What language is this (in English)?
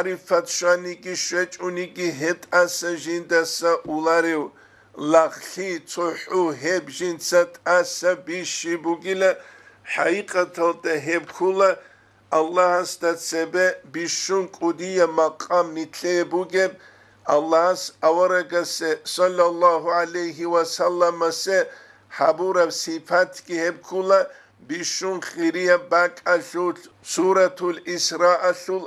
Avaric